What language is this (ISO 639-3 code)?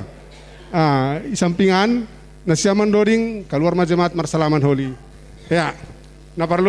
bts